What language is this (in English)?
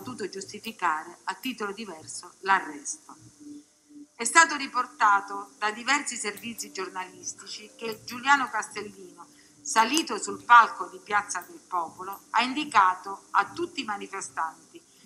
Italian